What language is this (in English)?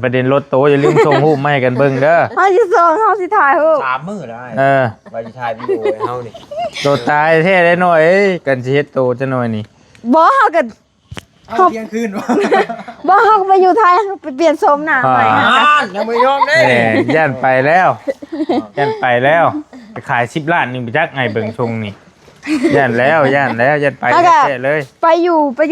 Northeastern Thai